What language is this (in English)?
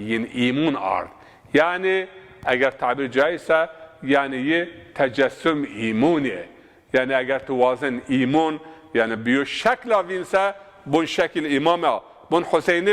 Zaza